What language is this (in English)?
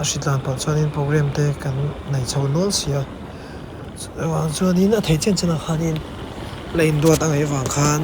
Mizo